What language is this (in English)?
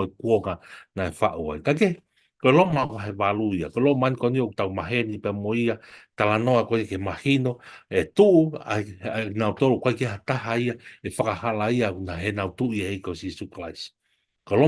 Tongan